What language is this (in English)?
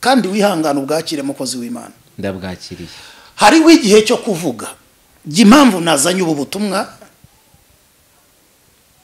Kinyarwanda